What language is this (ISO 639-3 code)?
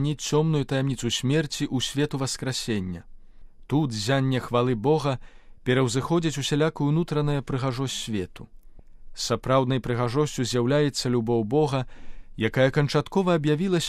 bel